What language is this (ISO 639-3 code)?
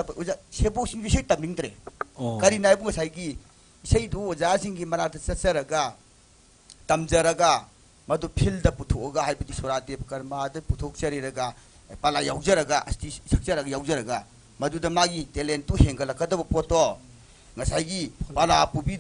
mni